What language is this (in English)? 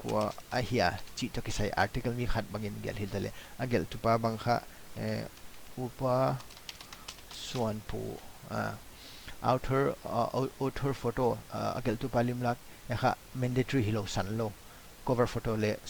Paite Chin